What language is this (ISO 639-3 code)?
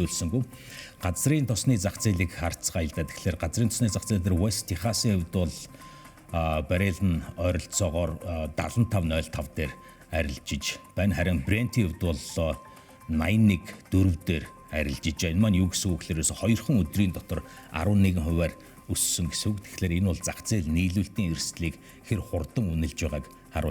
mon